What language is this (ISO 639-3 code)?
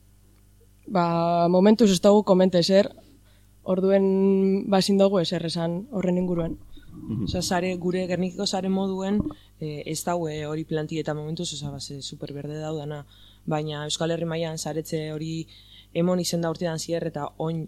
eus